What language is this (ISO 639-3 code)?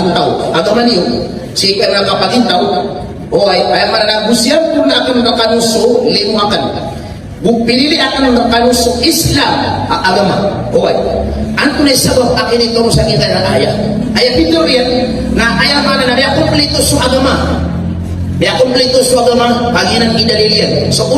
mrw